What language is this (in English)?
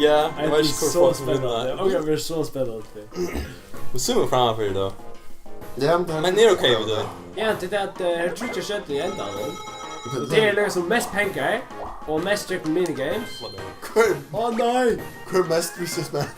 Faroese